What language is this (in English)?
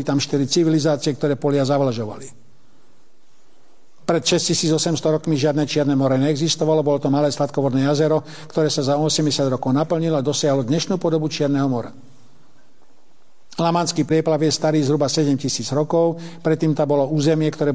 Slovak